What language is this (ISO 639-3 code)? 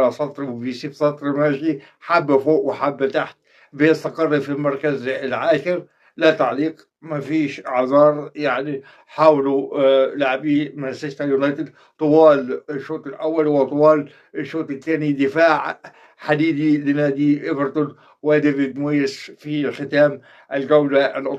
arz